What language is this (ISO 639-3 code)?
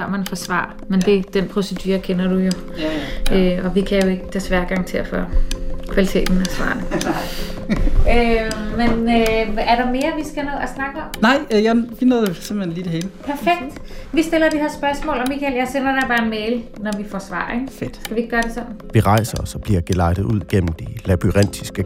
dan